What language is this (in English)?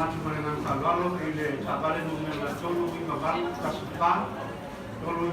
Samoan